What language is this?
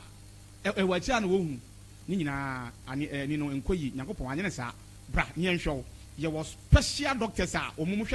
Akan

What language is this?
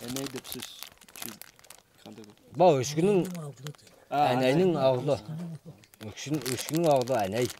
Tuvinian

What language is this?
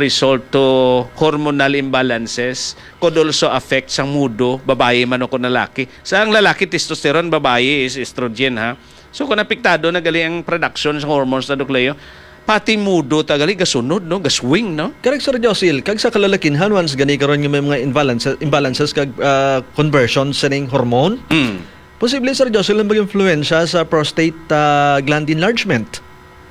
Hiligaynon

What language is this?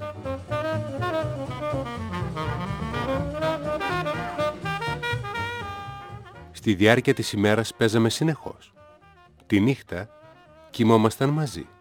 Greek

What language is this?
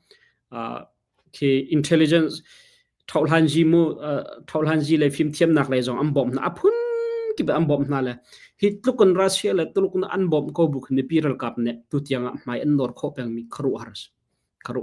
Hakha Chin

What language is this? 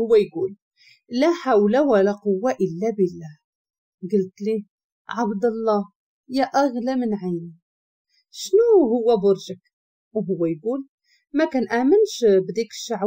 Moroccan Arabic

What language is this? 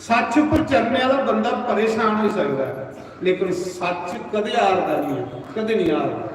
Dogri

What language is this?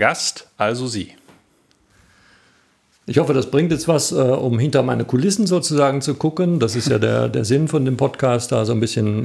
German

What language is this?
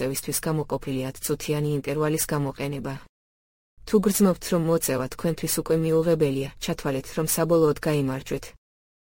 Georgian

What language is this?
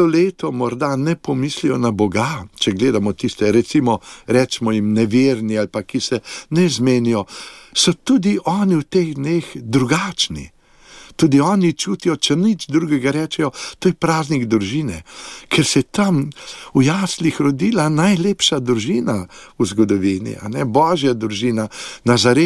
Slovenian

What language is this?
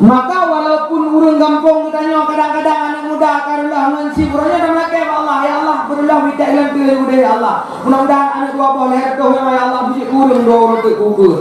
Achinese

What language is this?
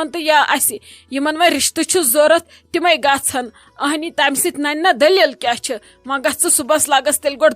Kashmiri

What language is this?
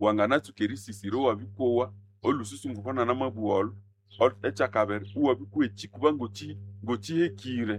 Nande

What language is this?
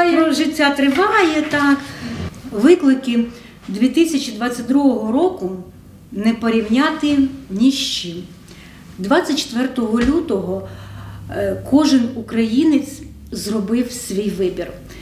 Ukrainian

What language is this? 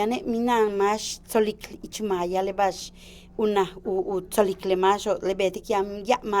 Yucateco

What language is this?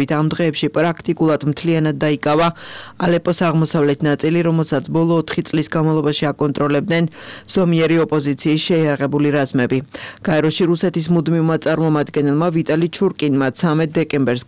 Georgian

